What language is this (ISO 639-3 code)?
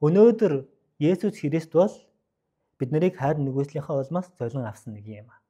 mon